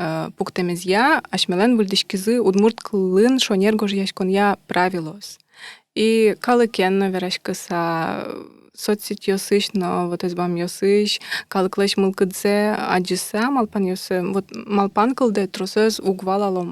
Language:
Udmurt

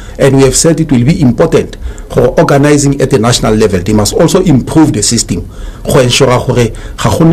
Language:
Tswana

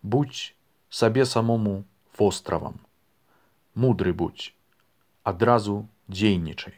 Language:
Belarusian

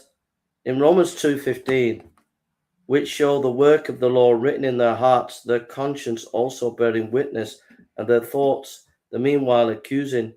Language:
English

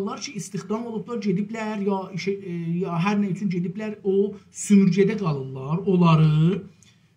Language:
South Azerbaijani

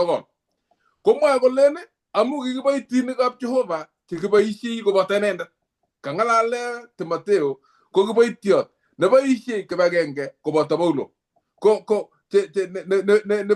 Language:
Kalenjin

